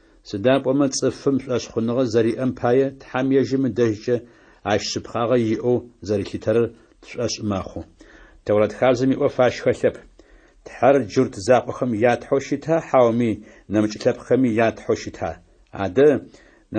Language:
Adyghe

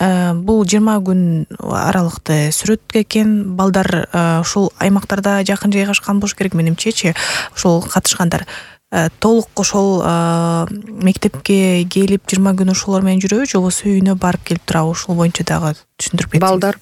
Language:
Kyrgyz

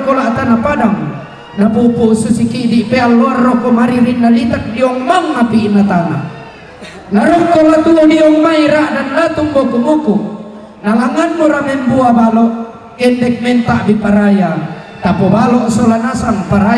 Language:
Toraja-Sa'dan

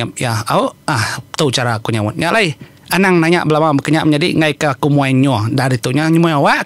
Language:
Iban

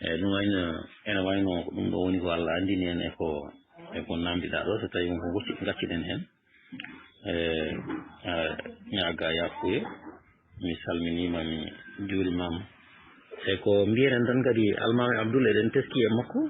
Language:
Fula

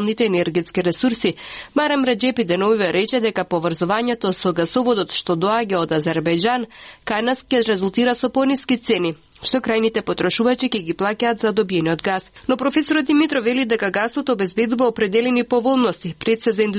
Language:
Macedonian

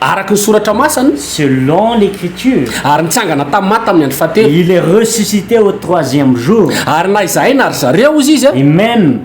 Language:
Malagasy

